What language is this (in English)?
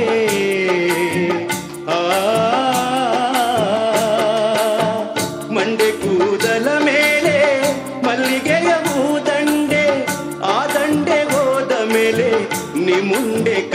Kannada